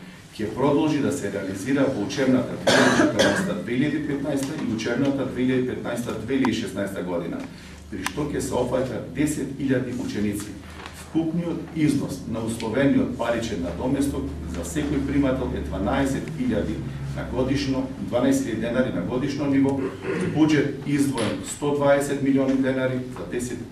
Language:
Macedonian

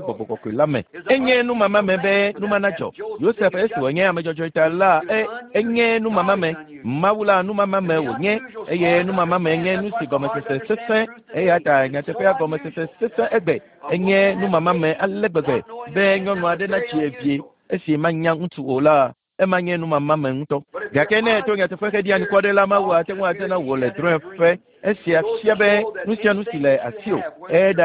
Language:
Ewe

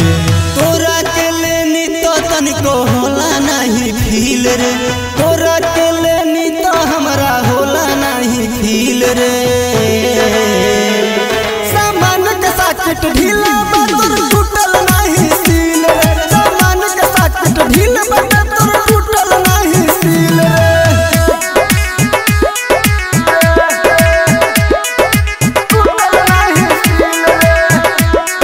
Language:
Bhojpuri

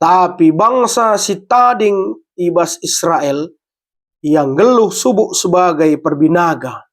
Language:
Batak Karo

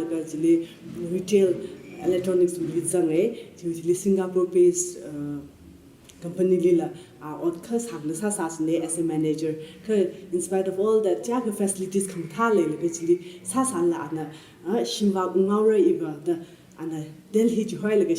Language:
Tangkhul Naga (India)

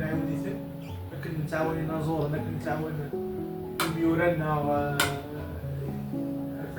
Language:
Kabyle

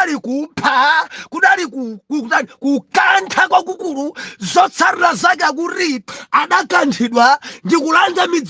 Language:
Nyanja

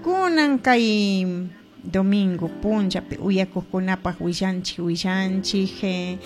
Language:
Chimborazo Highland Quichua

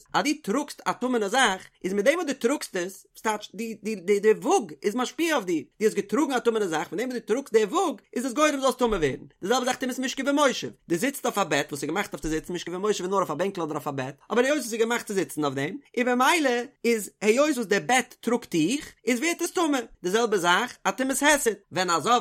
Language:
Yiddish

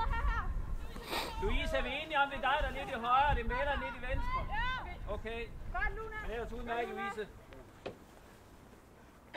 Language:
Danish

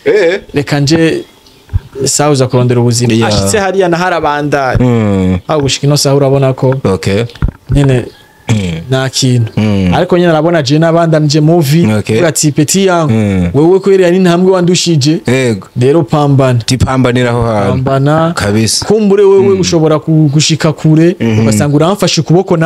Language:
Rundi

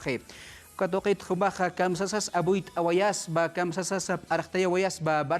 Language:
Aymara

